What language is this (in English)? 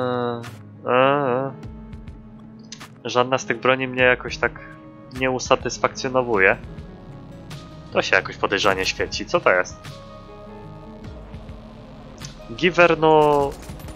Polish